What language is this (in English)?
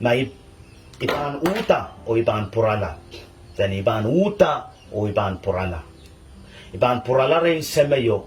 Pohnpeian